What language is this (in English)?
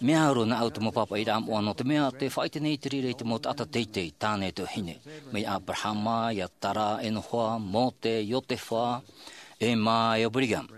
Tahitian